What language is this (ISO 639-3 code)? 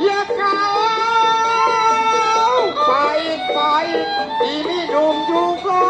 bew